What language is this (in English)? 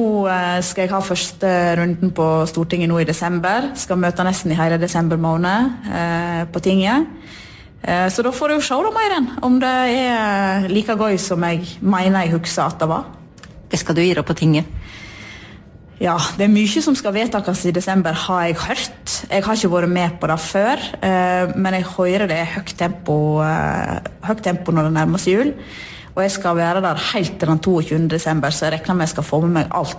Norwegian